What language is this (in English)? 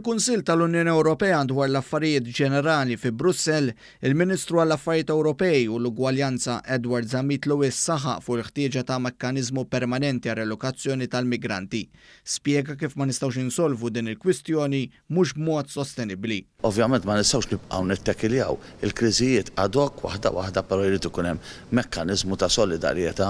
Maltese